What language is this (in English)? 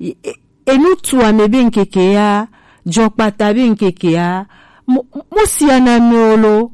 Gen